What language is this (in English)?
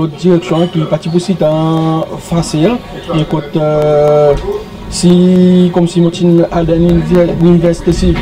Seselwa Creole French